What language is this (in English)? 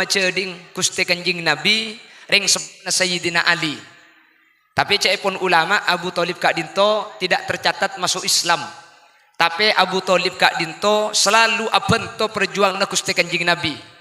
Madurese